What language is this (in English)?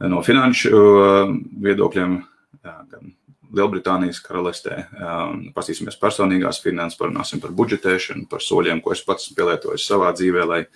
Latvian